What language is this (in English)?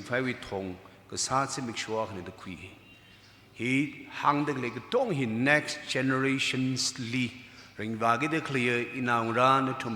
Tangkhul Naga (India)